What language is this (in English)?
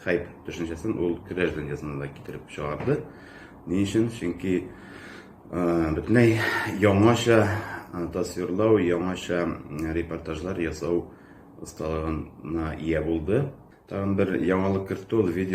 Tatar